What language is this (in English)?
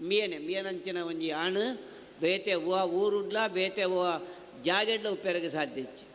Tulu